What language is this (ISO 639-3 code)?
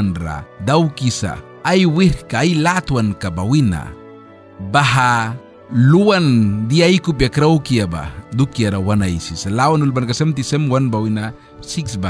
miq